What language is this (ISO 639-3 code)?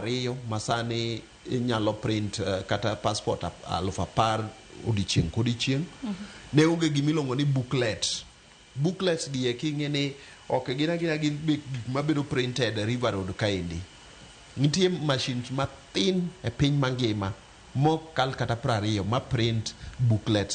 luo